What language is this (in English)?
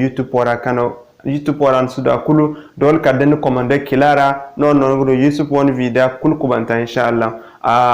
Zarma